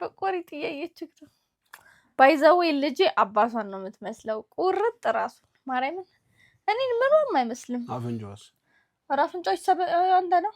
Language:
Amharic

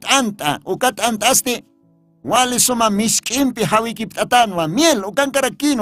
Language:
Aymara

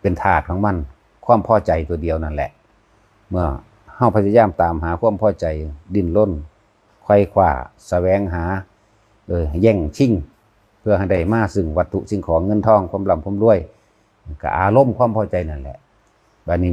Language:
Northeastern Thai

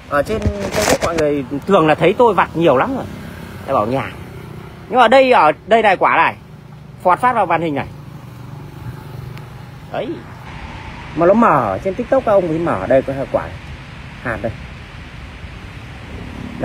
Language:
Vietnamese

